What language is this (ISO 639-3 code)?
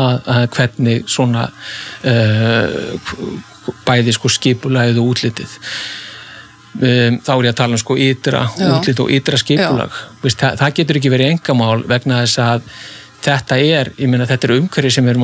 isl